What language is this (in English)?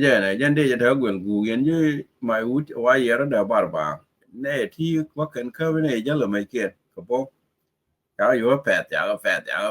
Nuer